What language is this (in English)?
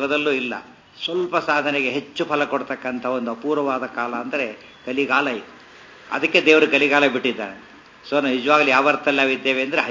Kannada